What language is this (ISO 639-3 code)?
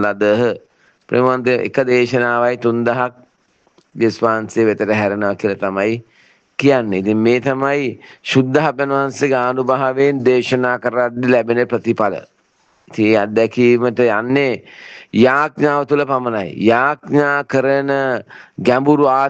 sin